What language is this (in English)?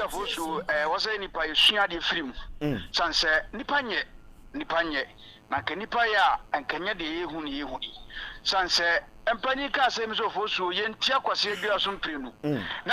Akan